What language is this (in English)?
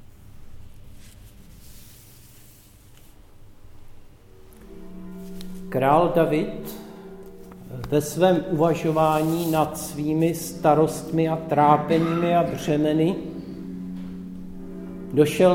Czech